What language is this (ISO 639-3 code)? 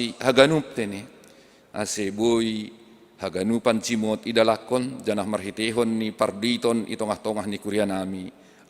bts